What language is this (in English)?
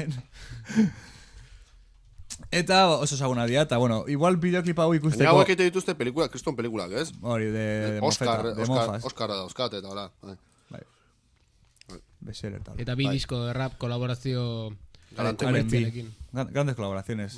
Basque